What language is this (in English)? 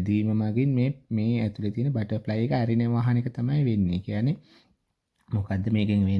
Sinhala